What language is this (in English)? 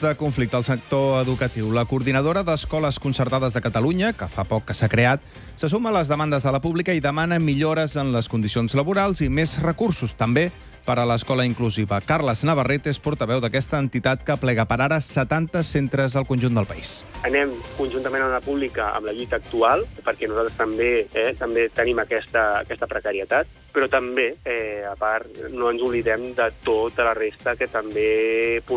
Catalan